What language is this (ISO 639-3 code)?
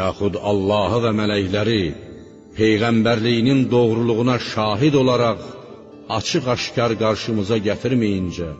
aze